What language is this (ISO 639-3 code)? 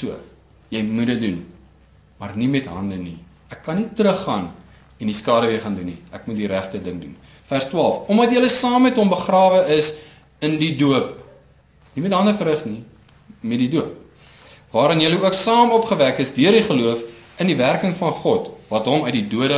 afr